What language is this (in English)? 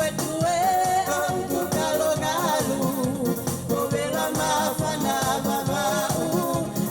Tongan